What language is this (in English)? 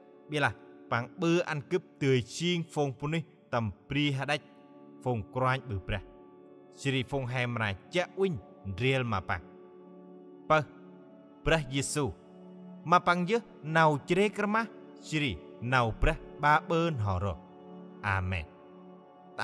Central Mnong